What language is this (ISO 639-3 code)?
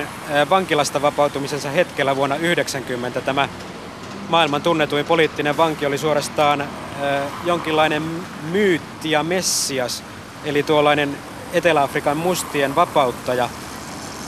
fin